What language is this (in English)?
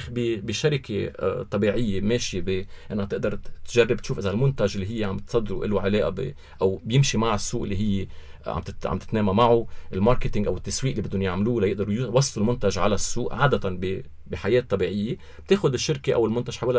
North Levantine Arabic